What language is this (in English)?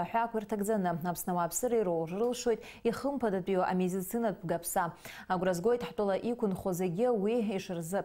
Abkhazian